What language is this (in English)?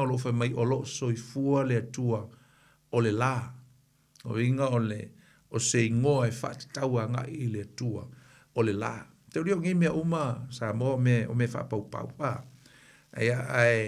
Samoan